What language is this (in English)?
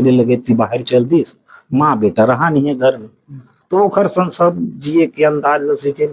Chhattisgarhi